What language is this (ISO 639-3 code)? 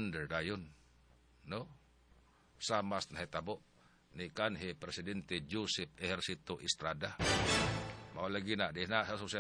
ceb